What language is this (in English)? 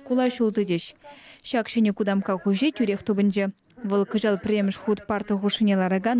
Chuvash